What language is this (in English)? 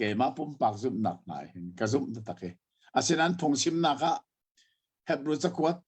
Hakha Chin